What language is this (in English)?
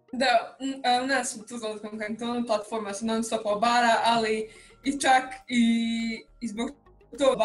Bosnian